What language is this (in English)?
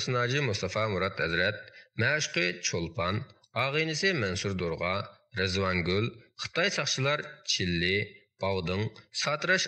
Uyghur